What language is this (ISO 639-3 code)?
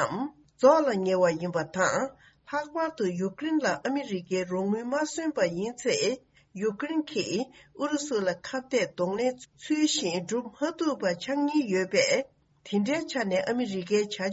bod